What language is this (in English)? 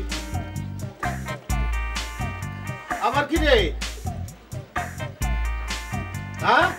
Bangla